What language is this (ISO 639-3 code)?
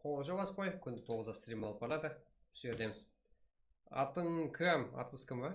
kaa